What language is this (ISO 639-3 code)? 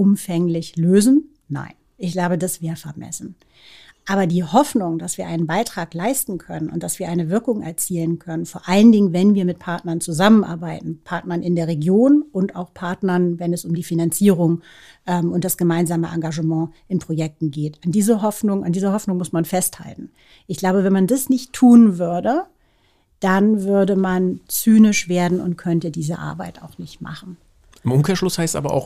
deu